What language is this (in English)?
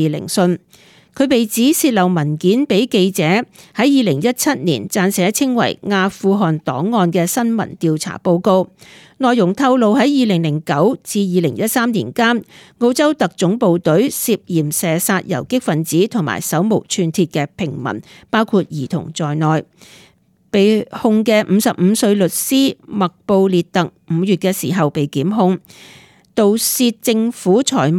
Cantonese